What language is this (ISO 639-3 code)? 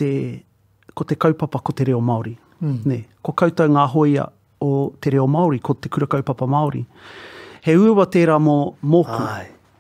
mri